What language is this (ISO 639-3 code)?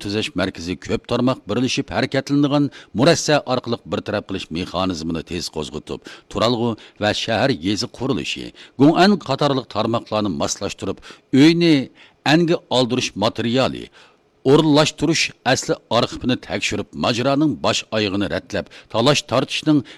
uig